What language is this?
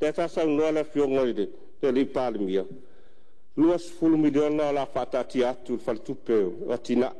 Samoan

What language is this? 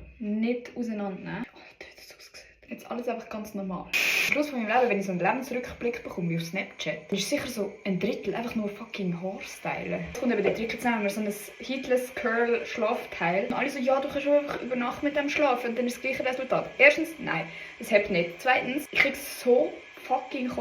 Swiss German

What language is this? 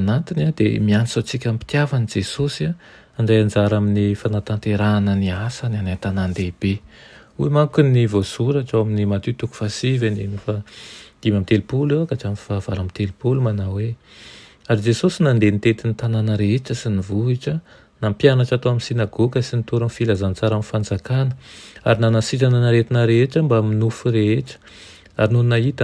Malagasy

